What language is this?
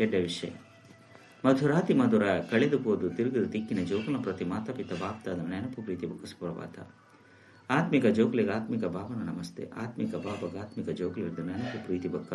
Tulu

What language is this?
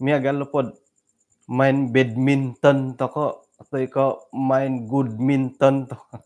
Central Dusun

